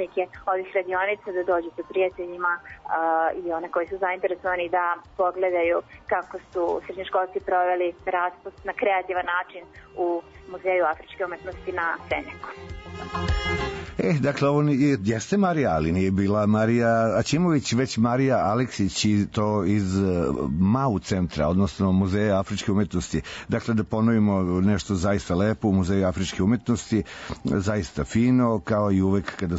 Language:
Serbian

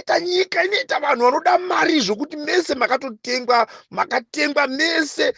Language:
Shona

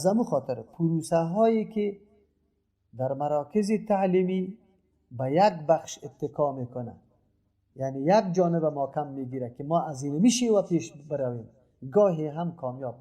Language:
Persian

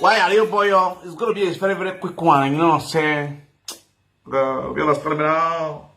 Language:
Nigerian Pidgin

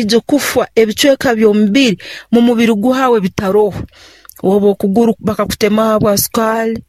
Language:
Nyoro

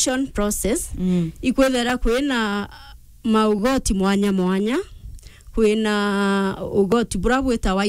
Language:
Meru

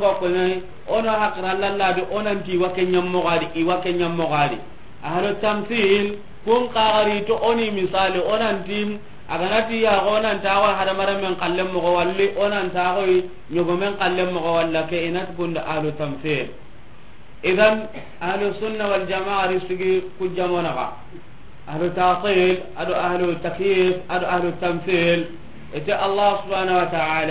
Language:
Soninke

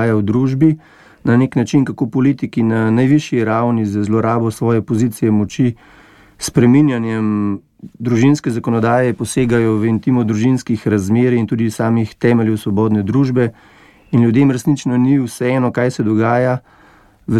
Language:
Slovenian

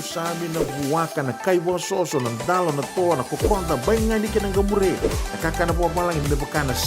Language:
Fijian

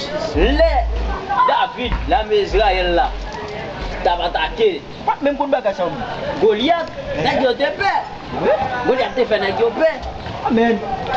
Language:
Haitian Creole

